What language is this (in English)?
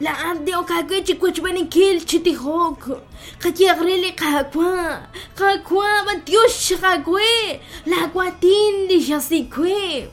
Kekchí